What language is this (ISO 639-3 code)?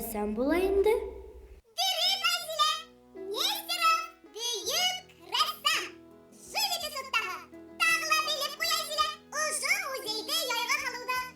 bak